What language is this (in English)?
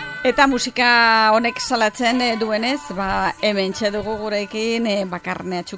Basque